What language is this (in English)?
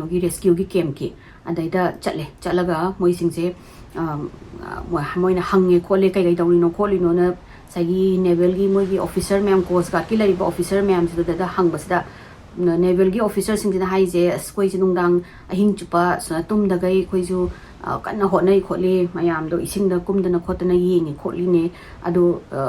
Manipuri